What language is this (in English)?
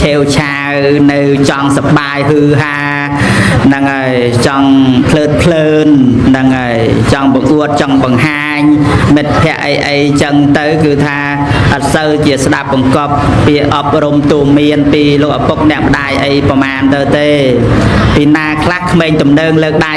Khmer